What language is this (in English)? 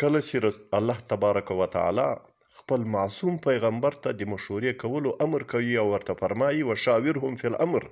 Pashto